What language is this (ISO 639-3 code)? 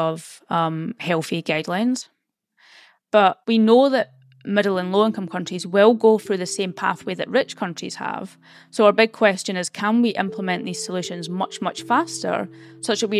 eng